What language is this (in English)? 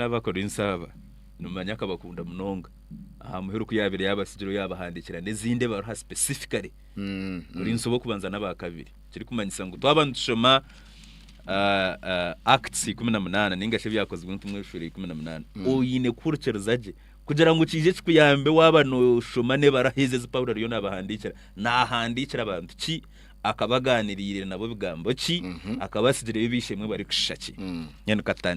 Nyankole